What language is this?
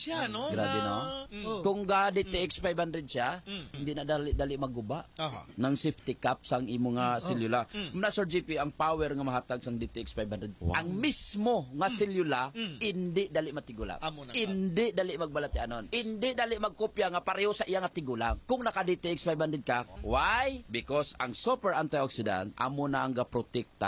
Hiligaynon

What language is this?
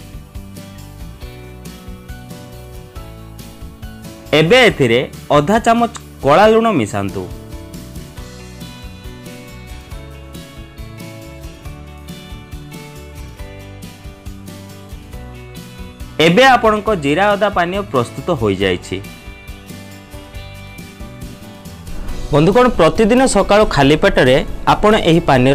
Odia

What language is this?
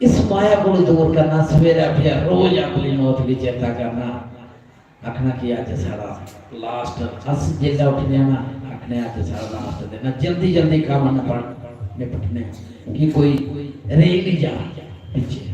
Dogri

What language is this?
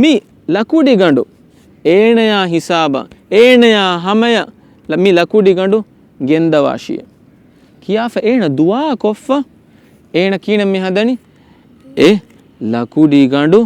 Divehi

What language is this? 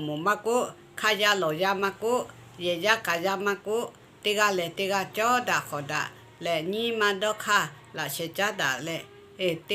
Lahu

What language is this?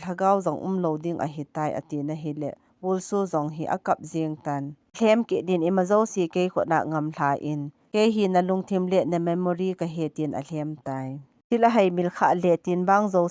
Thado Chin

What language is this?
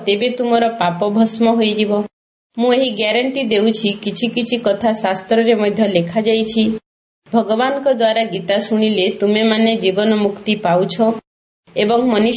Odia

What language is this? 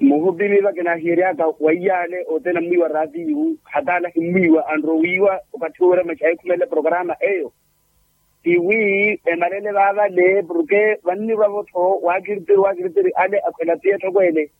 Makhuwa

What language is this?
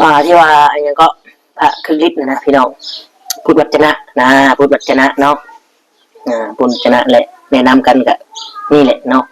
Northeastern Thai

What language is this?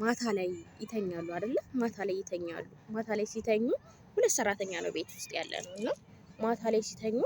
Amharic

